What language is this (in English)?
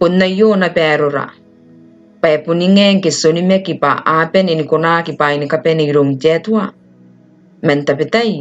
Gilbertese